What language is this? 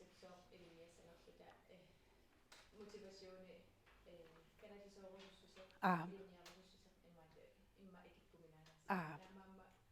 Kalaallisut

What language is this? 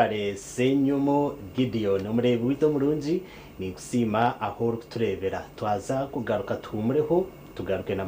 Nyankole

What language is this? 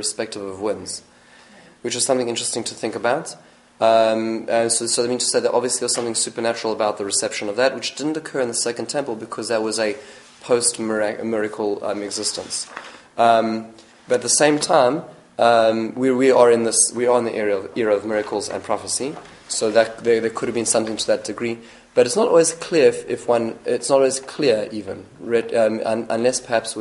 English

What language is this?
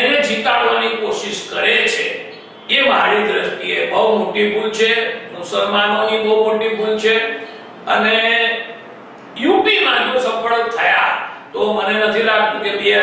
Gujarati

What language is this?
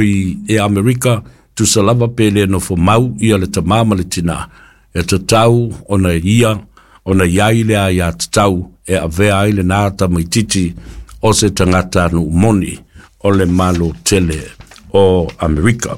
Samoan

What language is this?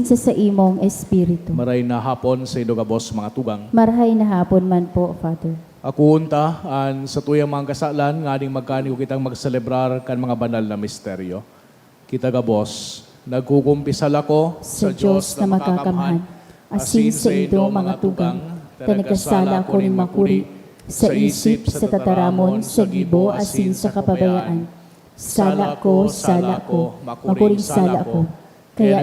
Bikol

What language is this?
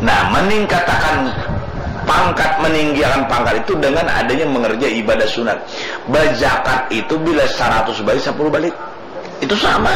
Banjar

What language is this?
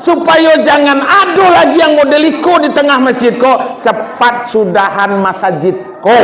Minangkabau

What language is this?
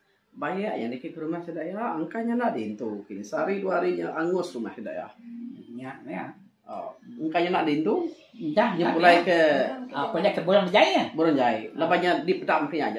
Iban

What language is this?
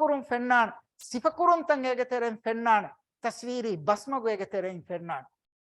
Divehi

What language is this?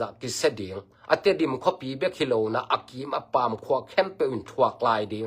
Tedim Chin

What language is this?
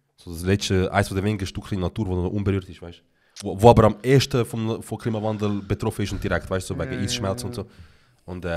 Swiss German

